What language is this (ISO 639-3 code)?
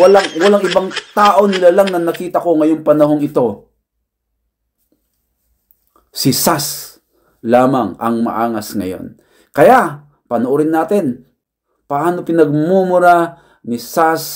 fil